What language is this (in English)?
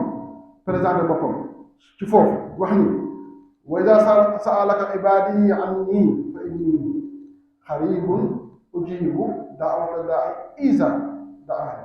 Wolof